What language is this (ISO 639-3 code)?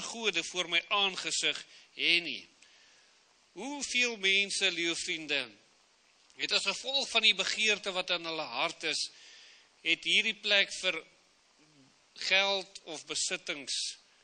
afr